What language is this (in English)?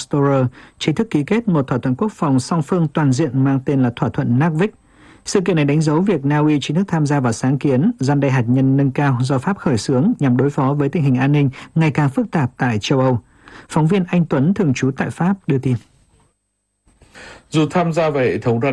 Vietnamese